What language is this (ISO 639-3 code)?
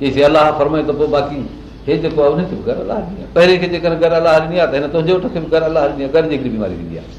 snd